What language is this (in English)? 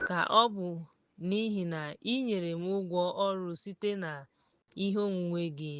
Igbo